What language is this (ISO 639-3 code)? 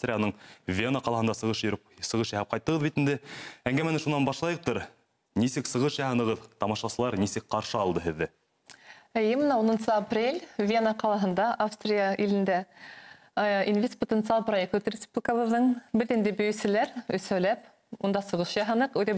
bak